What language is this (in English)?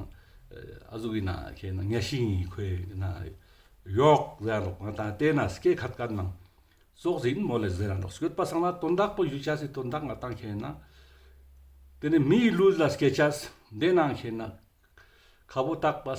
Ladakhi